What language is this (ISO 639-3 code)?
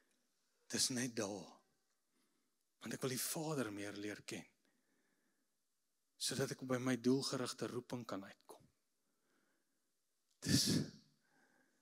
afr